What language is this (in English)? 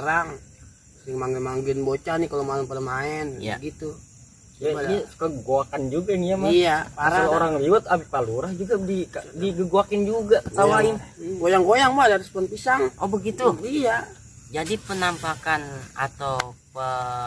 Betawi